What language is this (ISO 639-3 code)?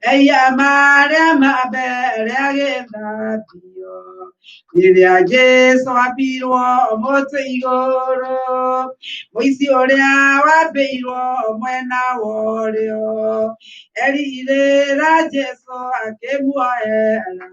kik